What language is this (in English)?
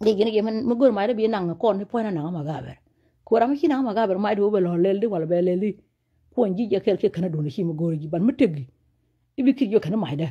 Nuer